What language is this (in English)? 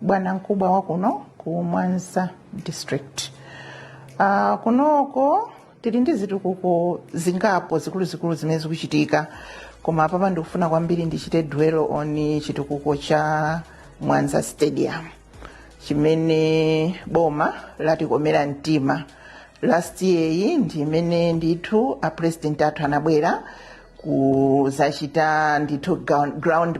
Nyanja